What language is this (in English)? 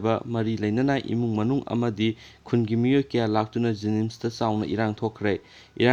Manipuri